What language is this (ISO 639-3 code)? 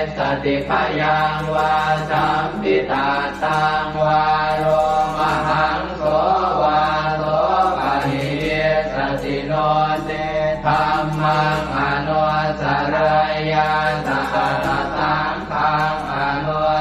pli